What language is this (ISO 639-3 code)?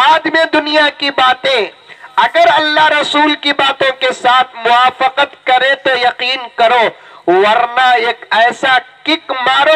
urd